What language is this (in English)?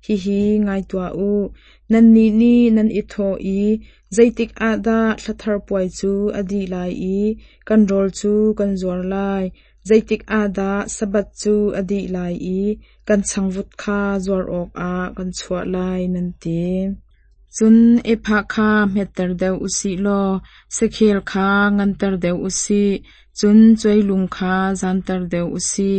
Hakha Chin